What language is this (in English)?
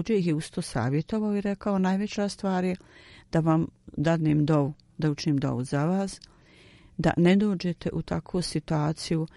Bosnian